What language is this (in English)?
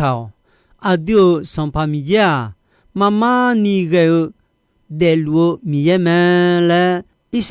Akha